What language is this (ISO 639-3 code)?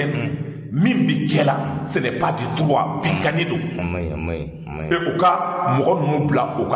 bam